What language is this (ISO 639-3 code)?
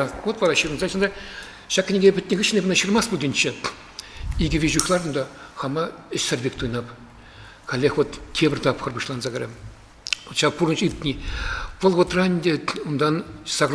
chv